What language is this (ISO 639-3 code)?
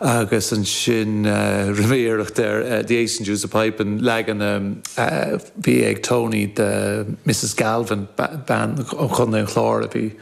gle